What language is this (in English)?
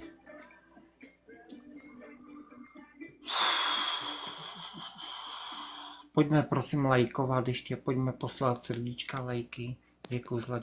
Czech